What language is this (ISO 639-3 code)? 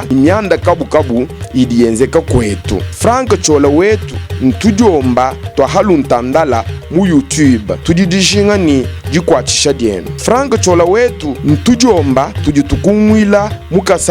lua